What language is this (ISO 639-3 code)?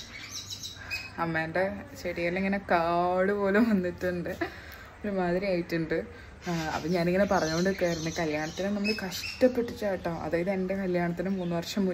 mal